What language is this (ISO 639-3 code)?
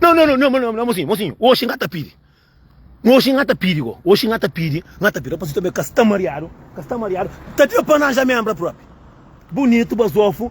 kea